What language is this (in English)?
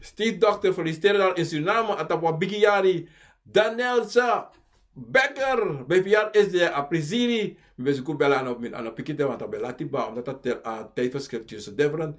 Sranan Tongo